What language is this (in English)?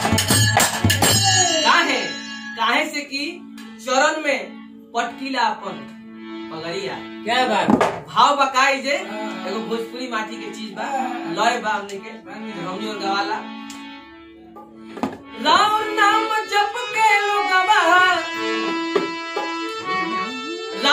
Bhojpuri